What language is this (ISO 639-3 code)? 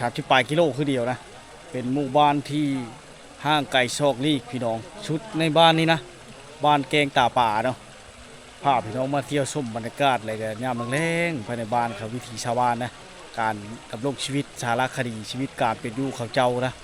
lao